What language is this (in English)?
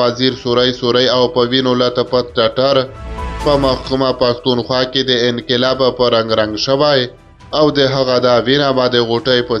Pashto